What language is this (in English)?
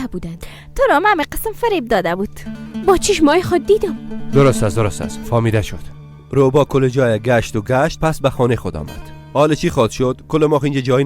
Persian